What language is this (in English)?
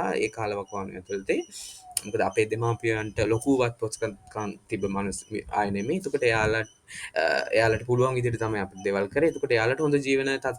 Sinhala